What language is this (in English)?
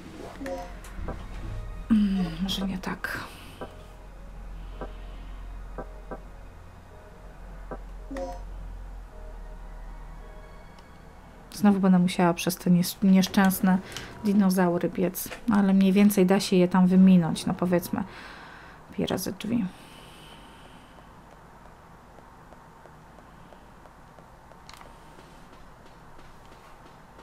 Polish